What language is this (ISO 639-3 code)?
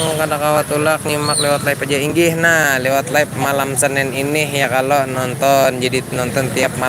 bjn